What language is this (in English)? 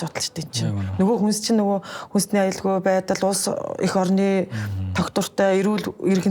Mongolian